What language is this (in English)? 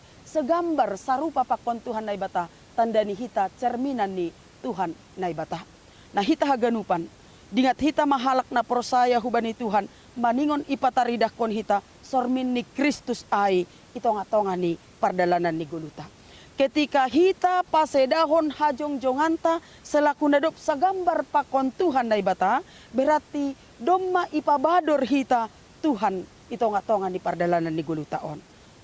Batak Simalungun